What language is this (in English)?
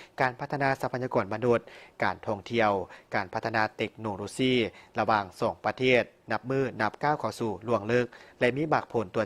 Lao